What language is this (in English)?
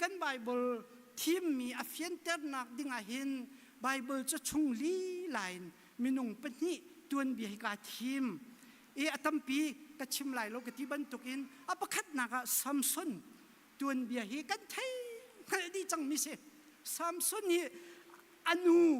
Hakha Chin